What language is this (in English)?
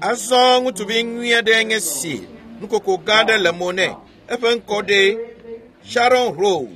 Ewe